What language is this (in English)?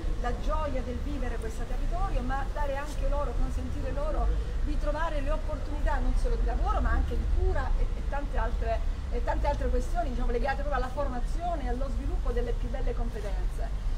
Italian